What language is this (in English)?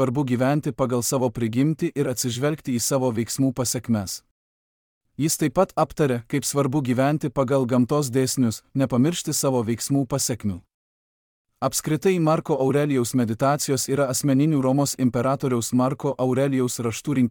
Lithuanian